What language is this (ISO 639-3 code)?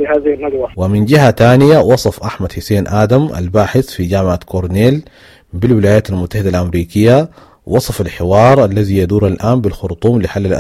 apd